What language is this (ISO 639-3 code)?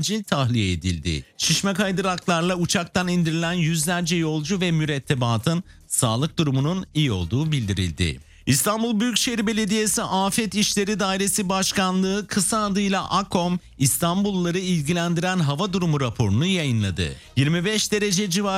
tur